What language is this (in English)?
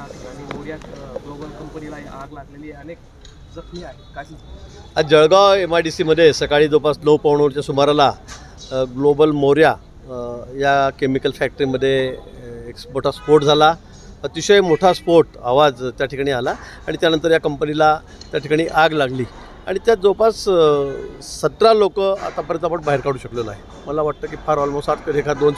Marathi